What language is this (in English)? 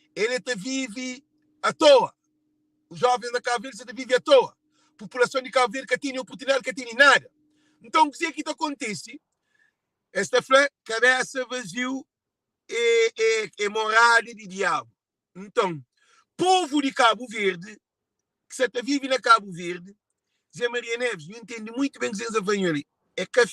Kabuverdianu